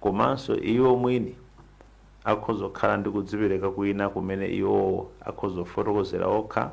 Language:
Nyanja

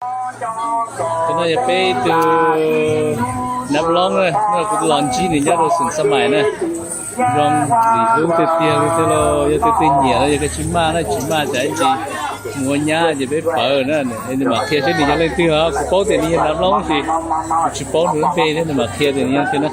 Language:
Hmong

